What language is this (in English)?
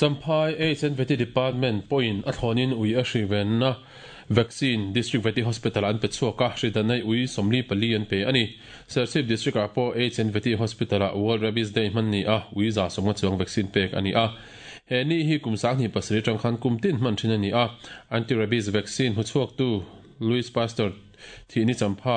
Mizo